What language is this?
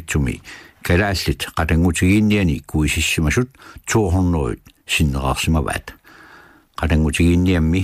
Kalaallisut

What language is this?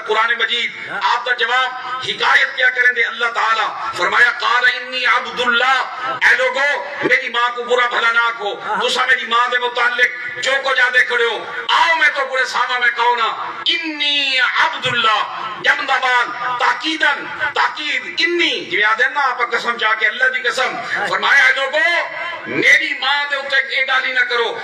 Saraiki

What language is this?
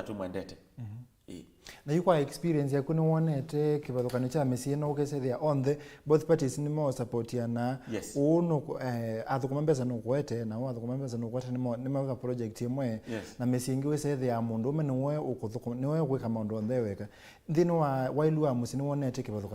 Kamba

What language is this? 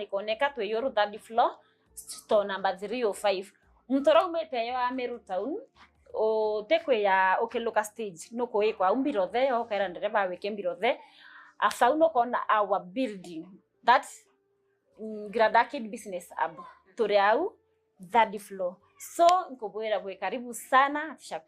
Meru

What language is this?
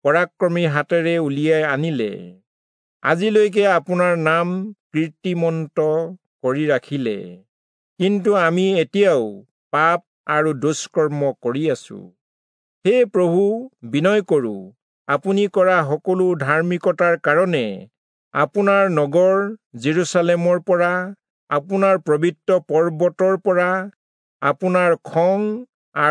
Assamese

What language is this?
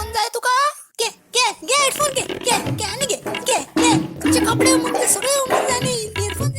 Konkani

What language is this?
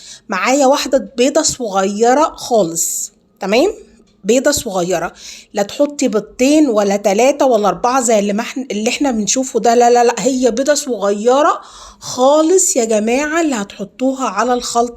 Egyptian Arabic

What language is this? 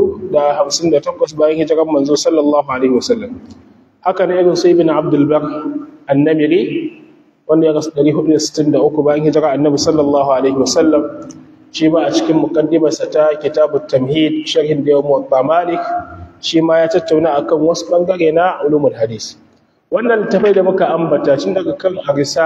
Hausa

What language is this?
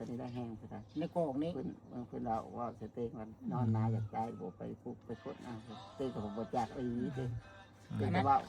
Northeastern Thai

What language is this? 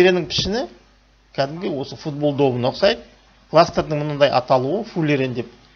Kazakh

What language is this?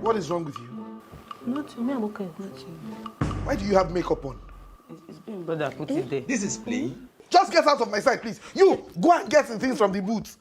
Nigerian Pidgin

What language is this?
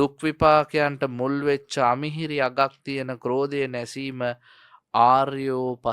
Sinhala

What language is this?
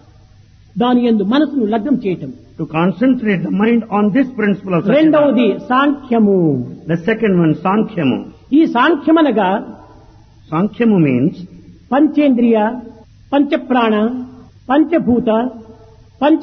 Telugu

